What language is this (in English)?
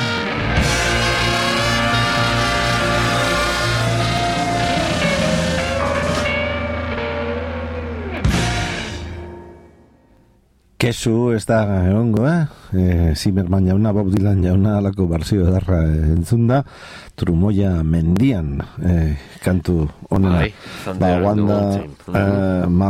Basque